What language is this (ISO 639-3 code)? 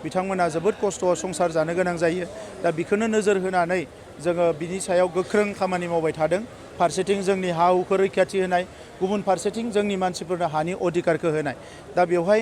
brx